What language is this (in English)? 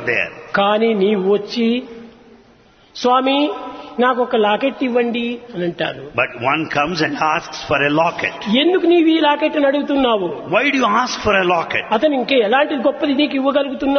Telugu